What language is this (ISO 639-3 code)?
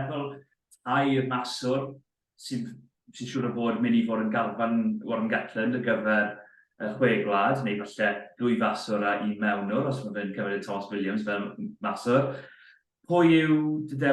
cym